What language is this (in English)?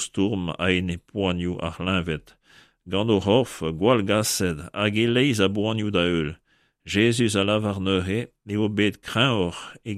Breton